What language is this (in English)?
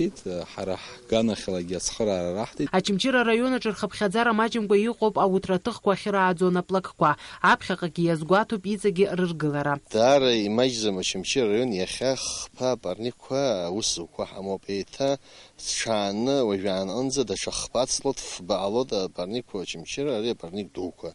Abkhazian